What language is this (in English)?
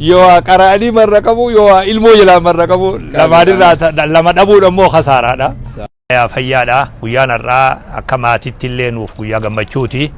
Oromo